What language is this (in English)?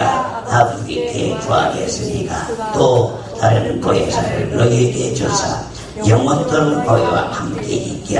Korean